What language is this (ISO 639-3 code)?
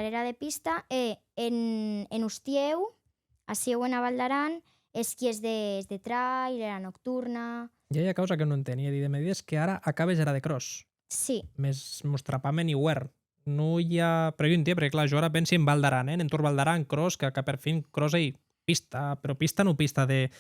oci